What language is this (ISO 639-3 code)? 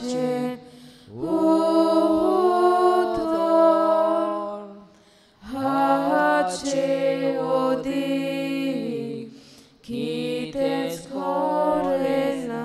kok